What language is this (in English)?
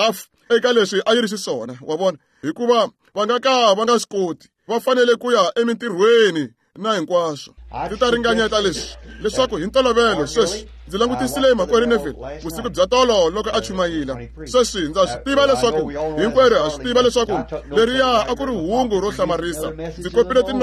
Tsonga